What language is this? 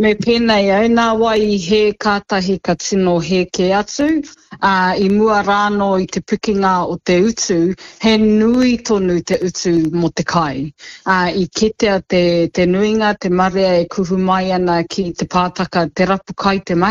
Māori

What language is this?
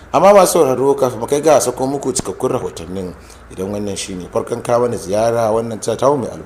Hausa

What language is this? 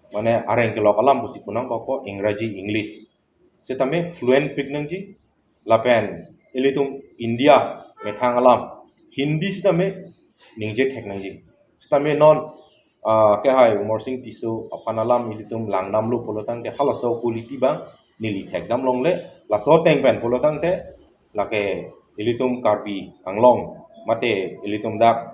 Karbi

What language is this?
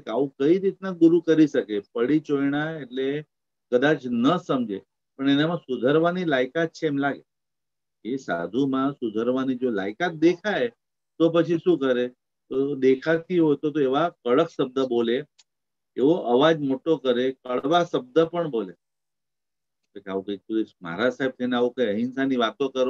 Gujarati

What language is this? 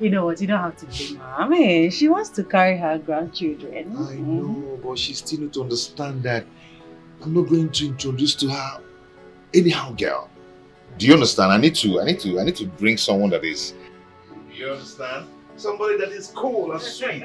Nigerian Pidgin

